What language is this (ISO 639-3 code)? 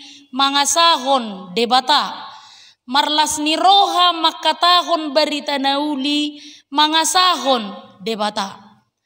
bbc